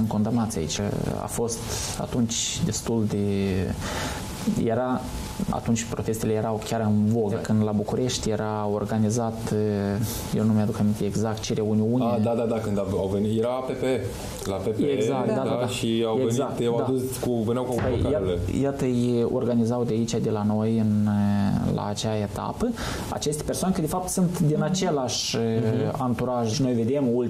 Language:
Romanian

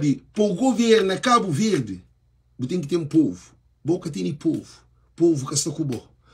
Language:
Kabuverdianu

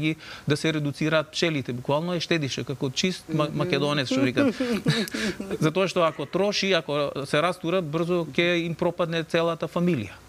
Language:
Macedonian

